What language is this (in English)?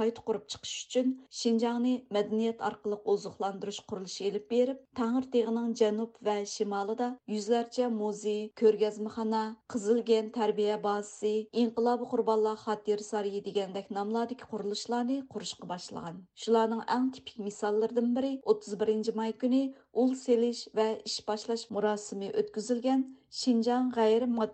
Uyghur